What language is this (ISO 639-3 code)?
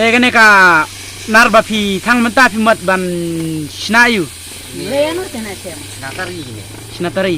kha